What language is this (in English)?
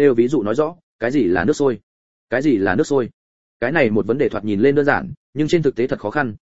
Vietnamese